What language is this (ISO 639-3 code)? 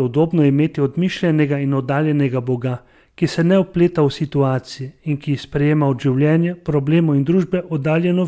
slv